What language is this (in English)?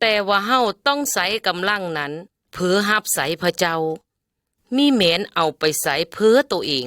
Lao